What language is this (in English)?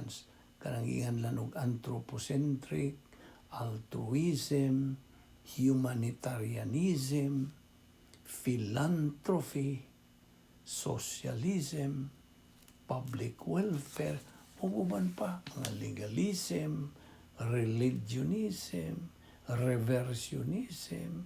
Cebuano